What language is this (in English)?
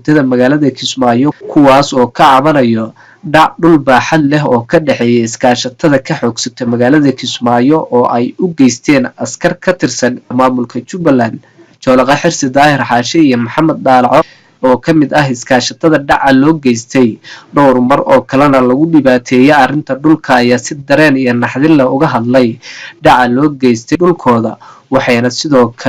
Somali